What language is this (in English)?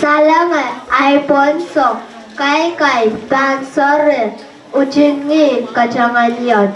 Pohnpeian